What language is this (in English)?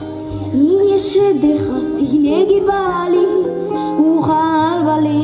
Basque